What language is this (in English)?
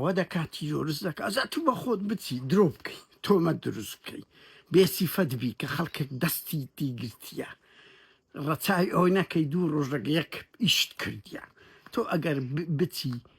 Central Kurdish